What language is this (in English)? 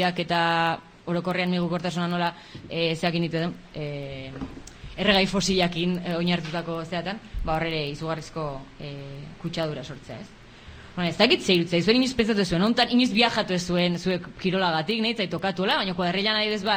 Basque